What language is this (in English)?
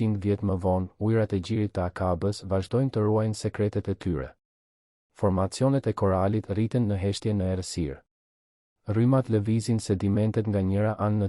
Albanian